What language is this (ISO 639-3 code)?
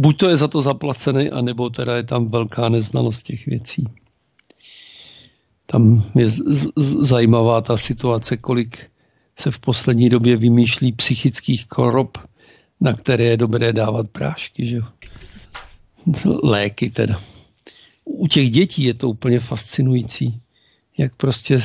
ces